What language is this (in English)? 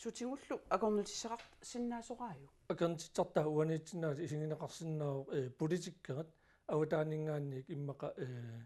Kalaallisut